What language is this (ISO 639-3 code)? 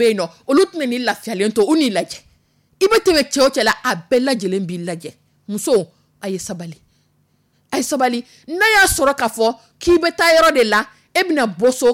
dyu